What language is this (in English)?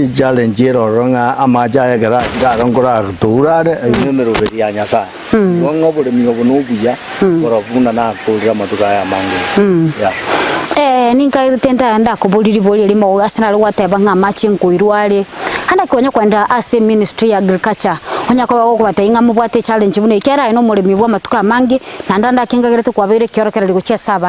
Gusii